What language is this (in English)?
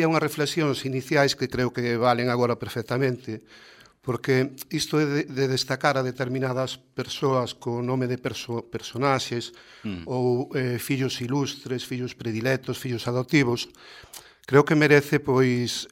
Galician